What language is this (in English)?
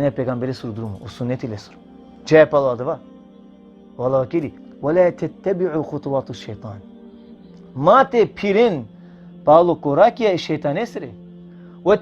Balkan Romani